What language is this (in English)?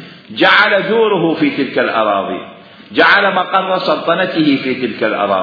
Mesopotamian Arabic